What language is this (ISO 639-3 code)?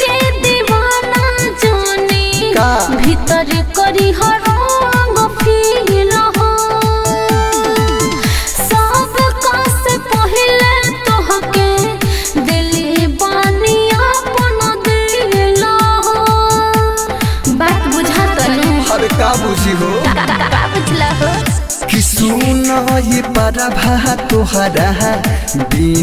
bho